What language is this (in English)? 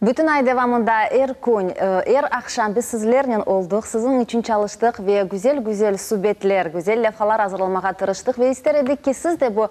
Crimean Tatar